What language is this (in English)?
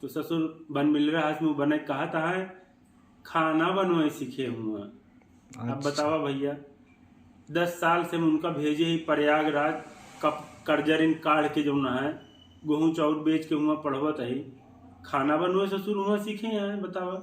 Awadhi